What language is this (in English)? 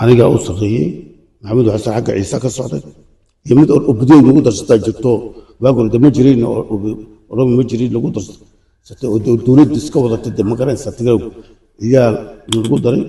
Somali